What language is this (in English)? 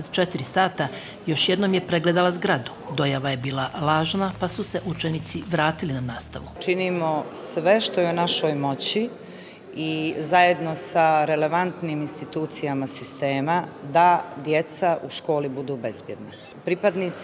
Bosnian